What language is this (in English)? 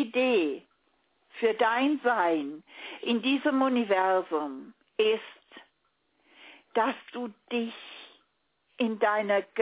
German